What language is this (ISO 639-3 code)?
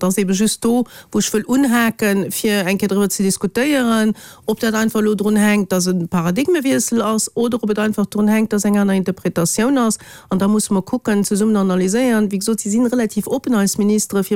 ltz